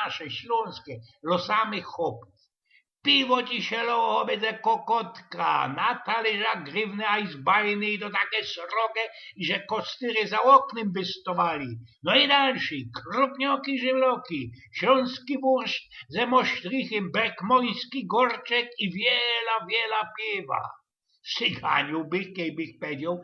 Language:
Silesian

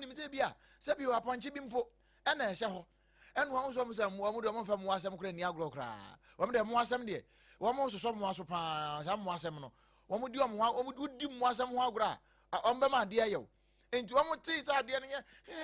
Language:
Akan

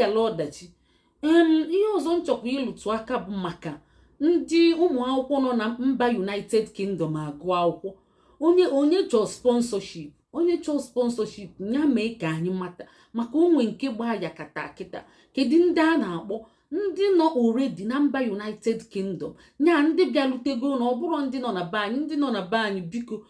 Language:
Igbo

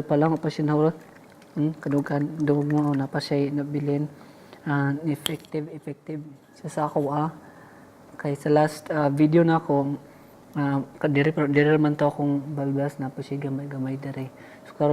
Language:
Cebuano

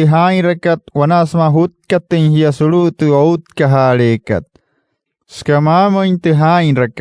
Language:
Wayuu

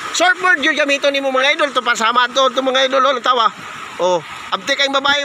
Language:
Cebuano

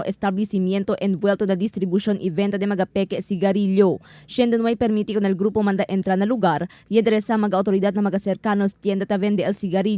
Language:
Chavacano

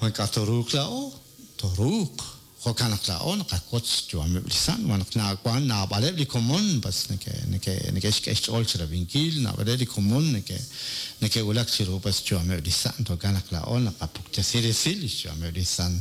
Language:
Kekchí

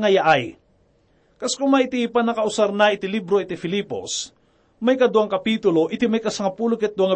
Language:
Iloko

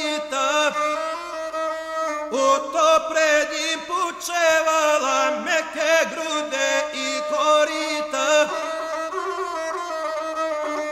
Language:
Croatian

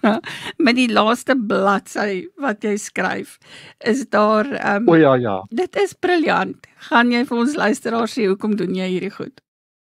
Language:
Afrikaans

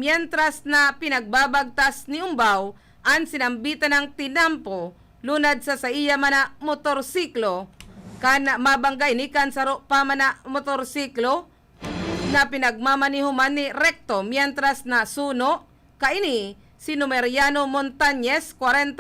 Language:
Bikol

